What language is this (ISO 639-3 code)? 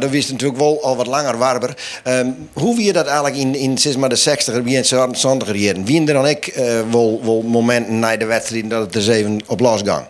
fry